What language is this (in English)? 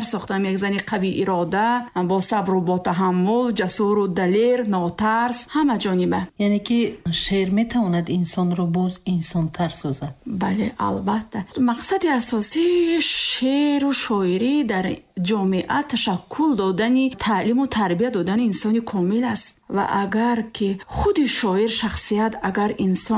Tajik